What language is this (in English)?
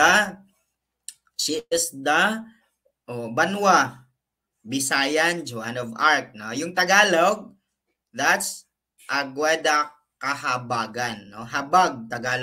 Filipino